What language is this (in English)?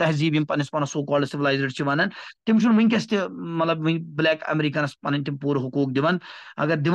Kashmiri